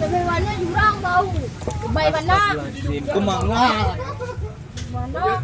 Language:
Minangkabau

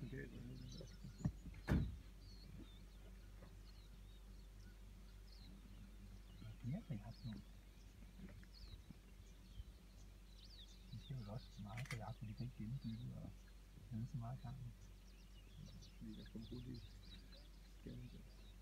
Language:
Danish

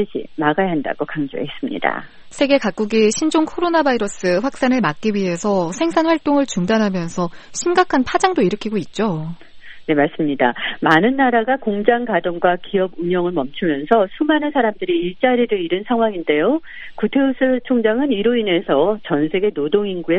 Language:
Korean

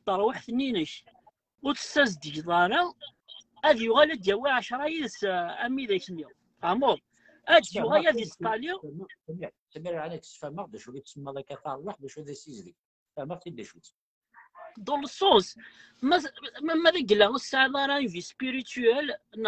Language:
Kabyle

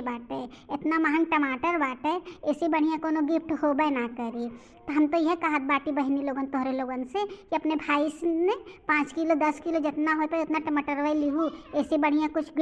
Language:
Bhojpuri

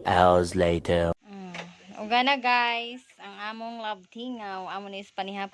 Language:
Cebuano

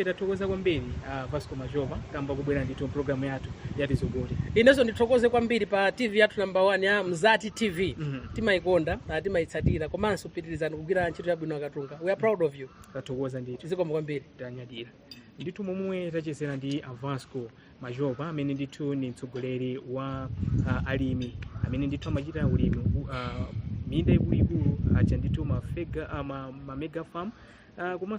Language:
Nyanja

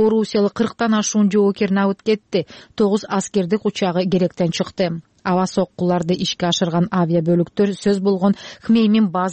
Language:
Kyrgyz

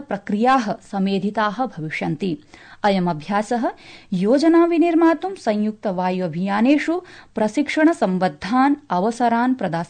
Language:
Sanskrit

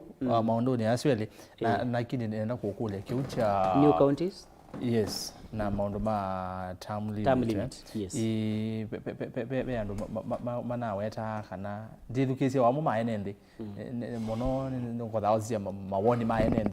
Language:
Kamba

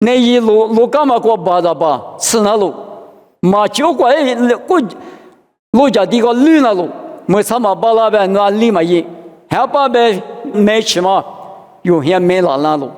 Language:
Lisu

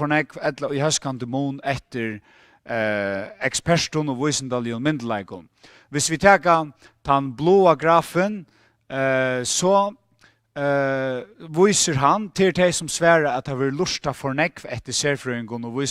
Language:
Faroese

